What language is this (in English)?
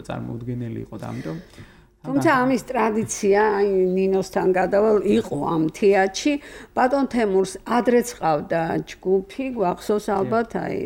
Georgian